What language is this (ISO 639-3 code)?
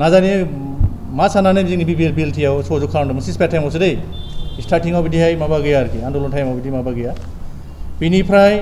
brx